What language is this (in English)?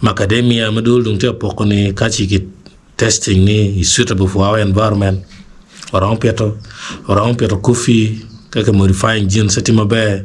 Acoli